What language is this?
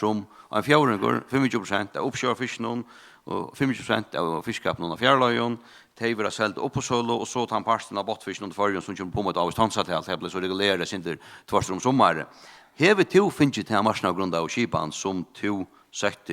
Faroese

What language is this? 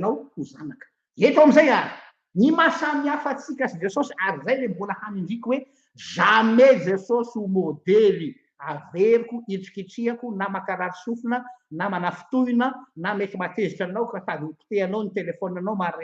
Malagasy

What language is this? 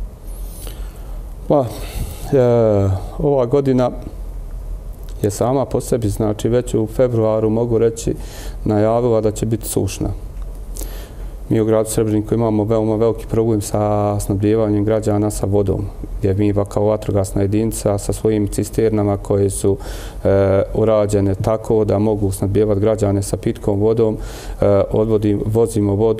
Bosnian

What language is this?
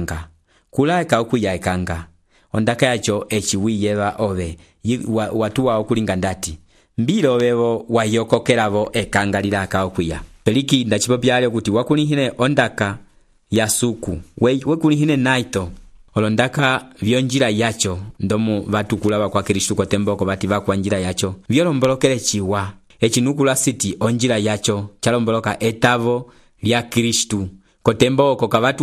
Umbundu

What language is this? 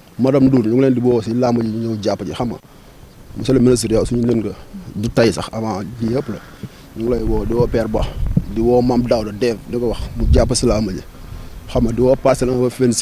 Wolof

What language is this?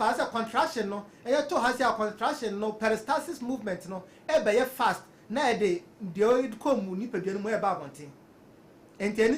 Akan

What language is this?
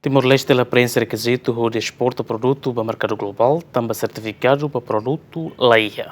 Tetum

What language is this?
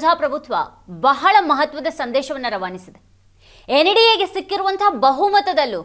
Kannada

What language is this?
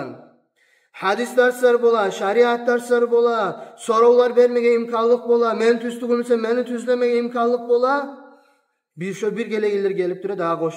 Kumyk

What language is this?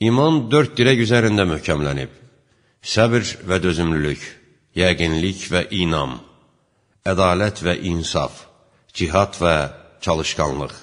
Azerbaijani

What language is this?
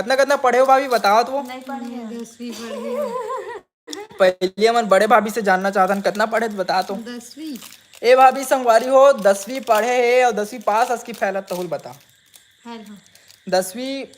Chhattisgarhi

